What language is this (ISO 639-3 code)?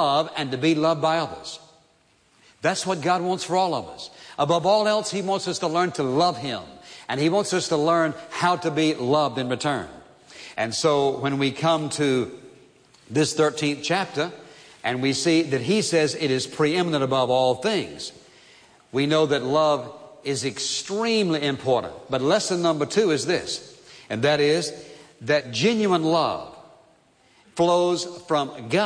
eng